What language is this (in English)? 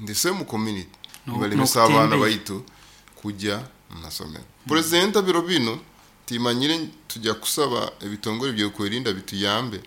Nyoro